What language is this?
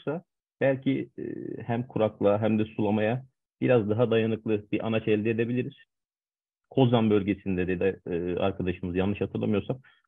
Turkish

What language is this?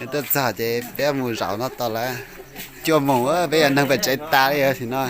Hmong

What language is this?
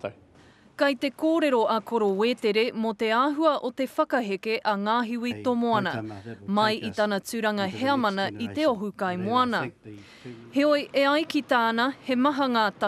Māori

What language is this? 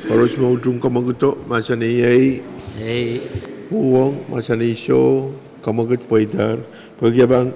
Pohnpeian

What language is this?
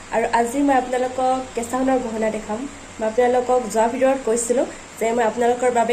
Assamese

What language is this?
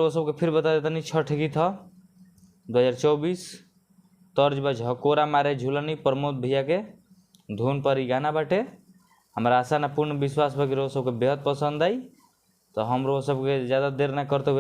Bhojpuri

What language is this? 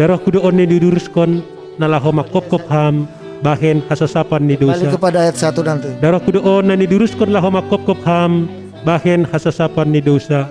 Batak Simalungun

